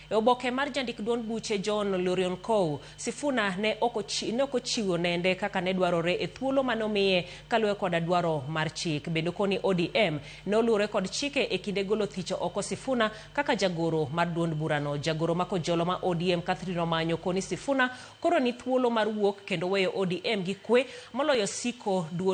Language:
Luo (Kenya and Tanzania)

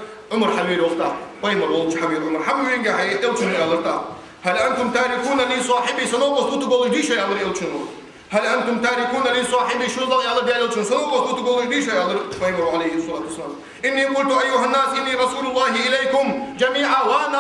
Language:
Ingush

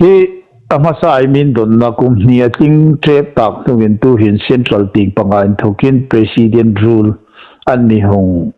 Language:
Hmar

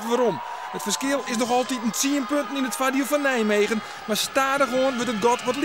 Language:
Western Frisian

